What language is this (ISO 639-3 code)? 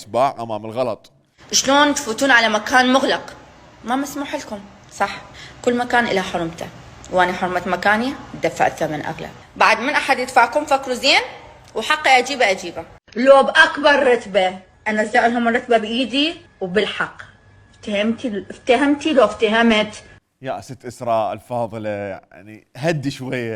acm